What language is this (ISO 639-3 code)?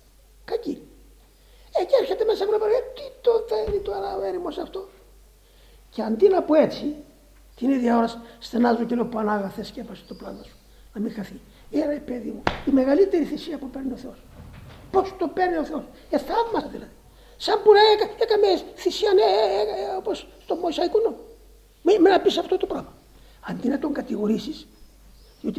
ell